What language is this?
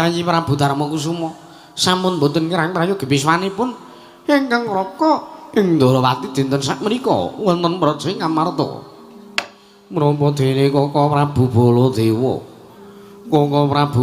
Javanese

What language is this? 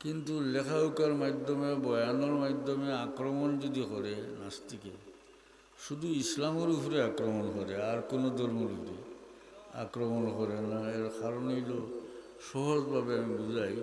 Sylheti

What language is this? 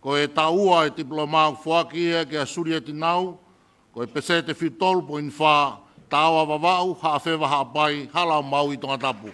Tongan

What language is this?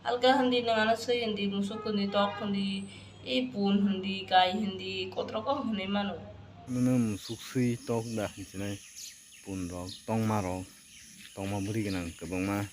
Kok Borok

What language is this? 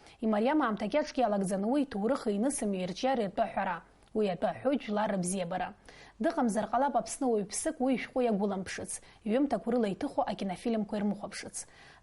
Abkhazian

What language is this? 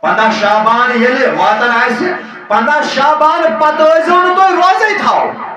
Kashmiri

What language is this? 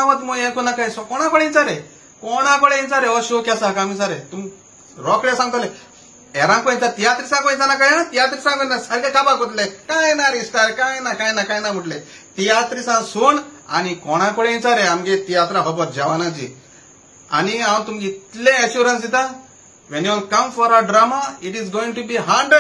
Konkani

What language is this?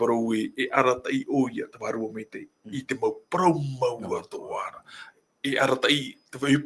Tahitian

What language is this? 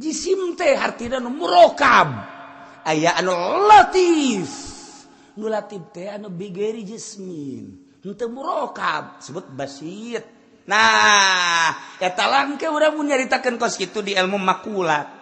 Sundanese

